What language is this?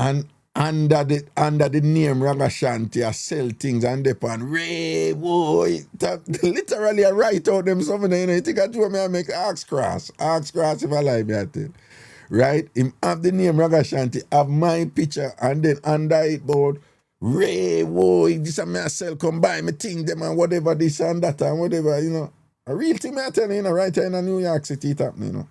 Jamaican Creole English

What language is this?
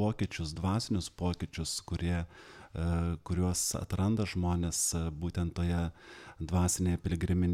Lithuanian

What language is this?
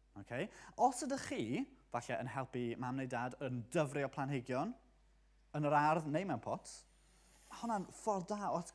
Welsh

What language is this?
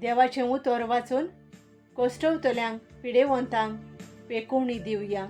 Konkani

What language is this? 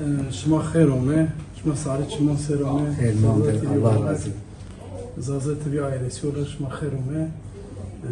Zaza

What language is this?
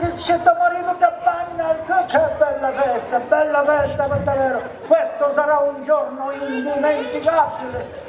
Sicilian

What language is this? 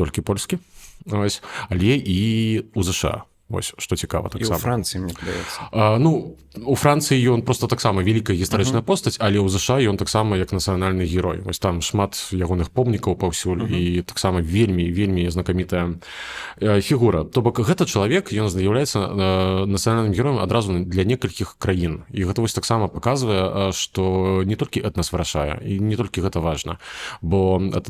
Belarusian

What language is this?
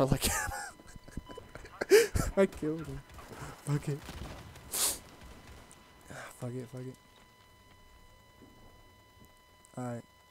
English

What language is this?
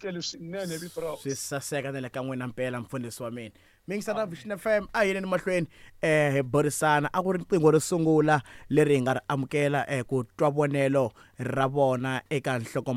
Tsonga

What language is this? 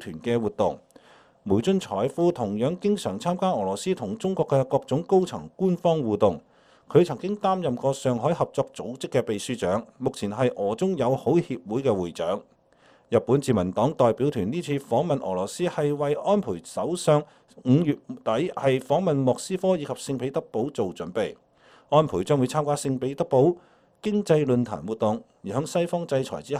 Cantonese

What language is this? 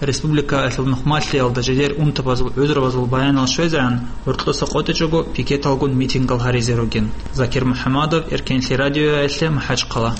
Avaric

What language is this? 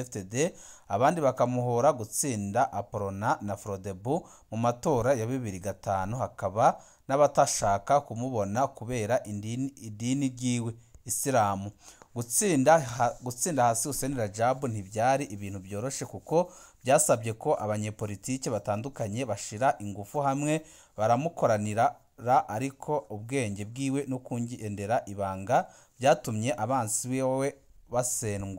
Rundi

